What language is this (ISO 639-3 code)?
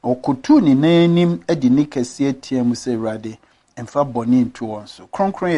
aka